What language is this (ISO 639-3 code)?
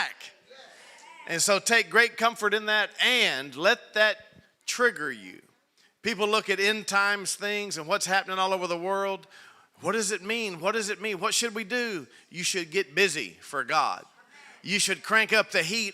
eng